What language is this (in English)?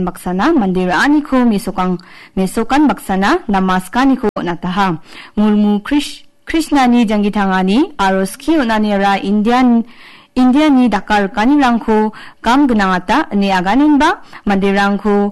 Garo